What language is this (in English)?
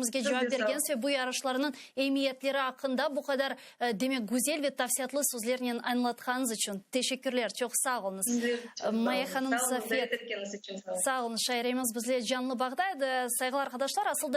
Crimean Tatar